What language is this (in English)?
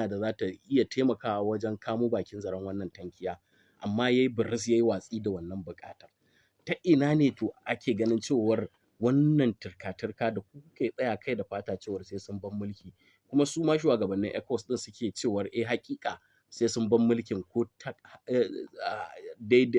Hausa